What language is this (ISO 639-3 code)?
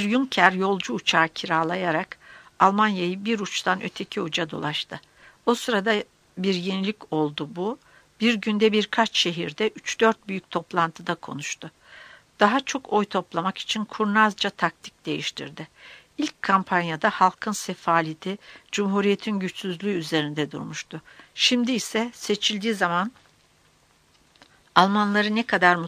tur